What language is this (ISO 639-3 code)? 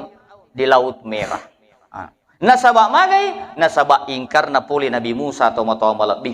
bug